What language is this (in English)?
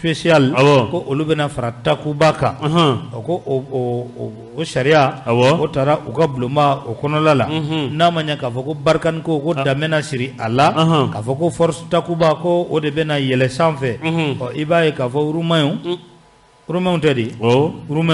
Bambara